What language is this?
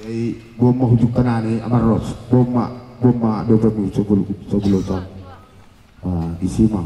Batak Toba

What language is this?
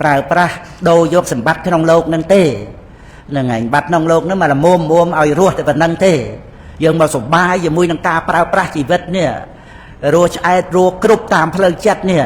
Khmer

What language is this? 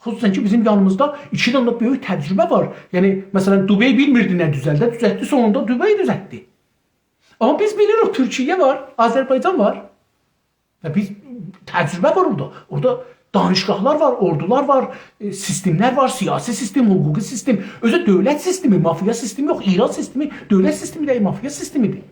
South Azerbaijani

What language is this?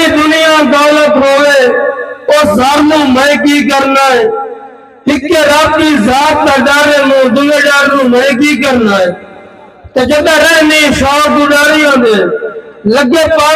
Saraiki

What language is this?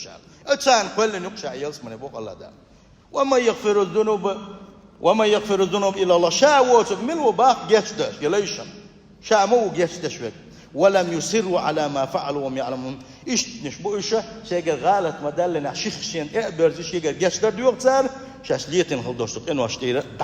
Chechen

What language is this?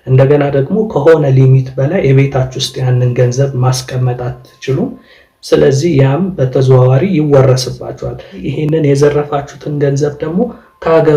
Amharic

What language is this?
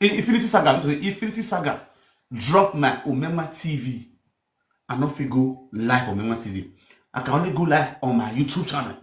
Nigerian Pidgin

